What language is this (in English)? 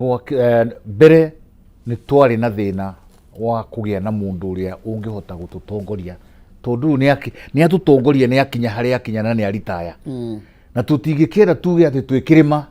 Kikuyu